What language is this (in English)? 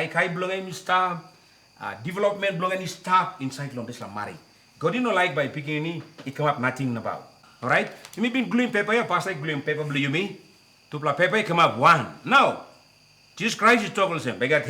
Tok Pisin